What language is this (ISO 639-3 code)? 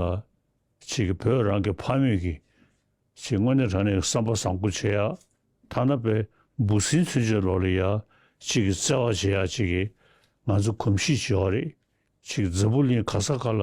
bod